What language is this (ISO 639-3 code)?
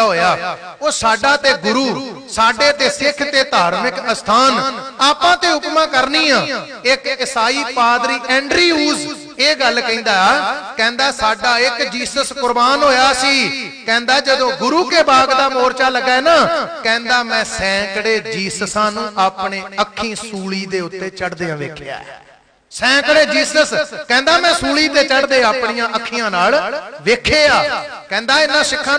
pan